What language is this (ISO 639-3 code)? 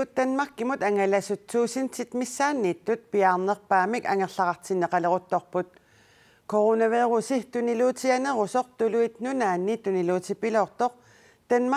kal